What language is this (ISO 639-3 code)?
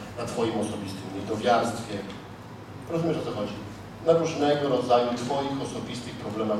pol